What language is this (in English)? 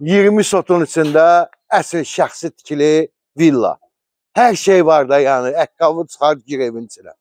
Azerbaijani